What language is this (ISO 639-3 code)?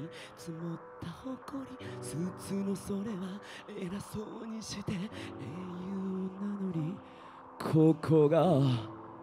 jpn